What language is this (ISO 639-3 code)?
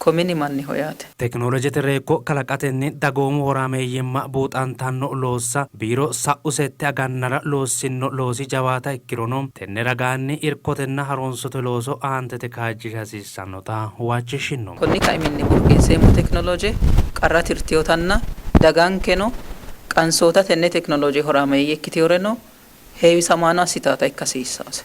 sid